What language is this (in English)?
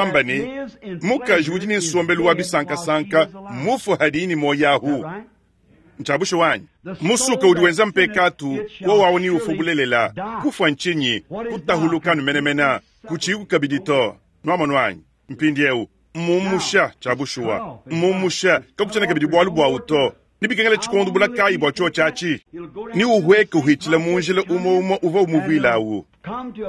Luba-Lulua